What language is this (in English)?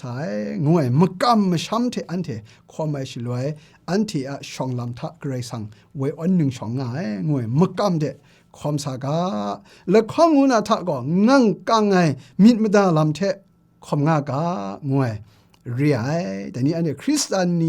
Kachin